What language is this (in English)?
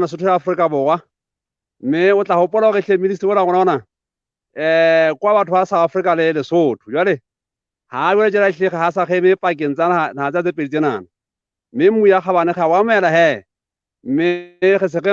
Southern Sotho